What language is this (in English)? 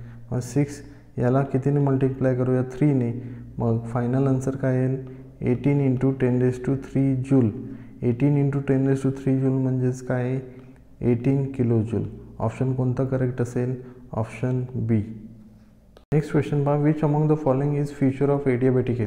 Marathi